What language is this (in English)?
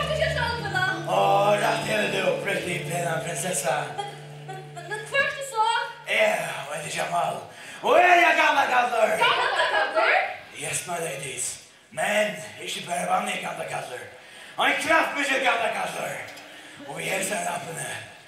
Faroese